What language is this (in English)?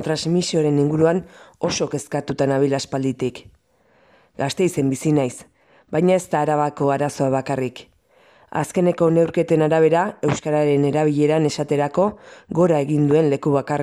Basque